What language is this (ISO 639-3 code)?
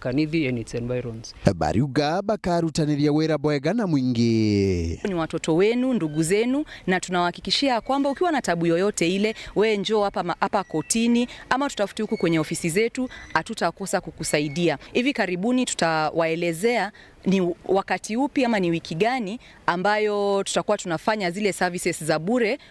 mer